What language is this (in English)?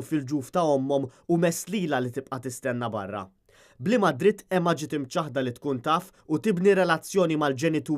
Maltese